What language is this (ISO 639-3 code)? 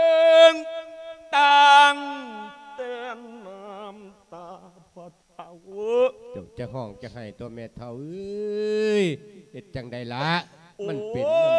lao